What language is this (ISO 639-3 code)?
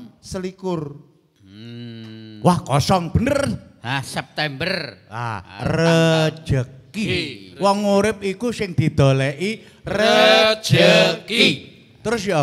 jav